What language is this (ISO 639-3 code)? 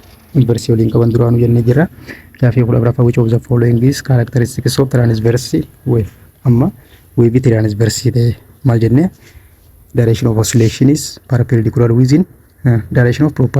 orm